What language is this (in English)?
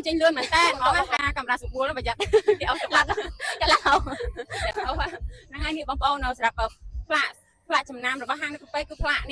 Khmer